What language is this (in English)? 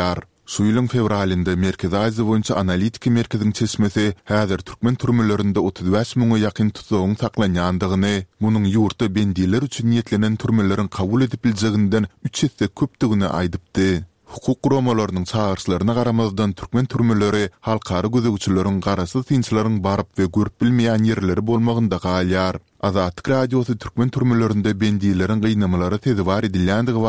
Turkmen